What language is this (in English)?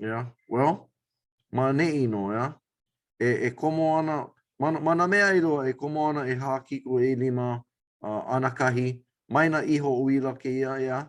Hawaiian